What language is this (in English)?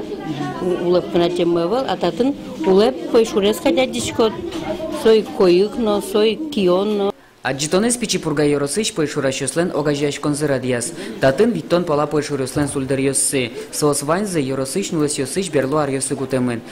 Udmurt